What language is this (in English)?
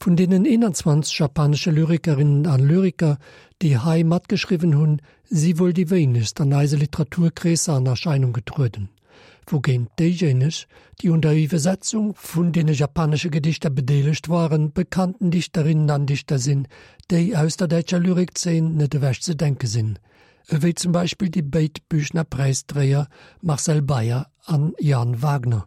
Luxembourgish